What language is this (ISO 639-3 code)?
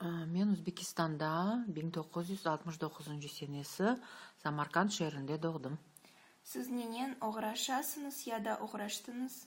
crh